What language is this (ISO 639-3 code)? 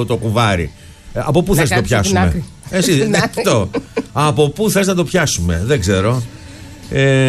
ell